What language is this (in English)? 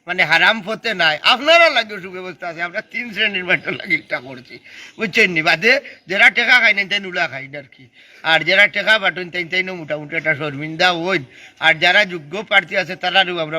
Sylheti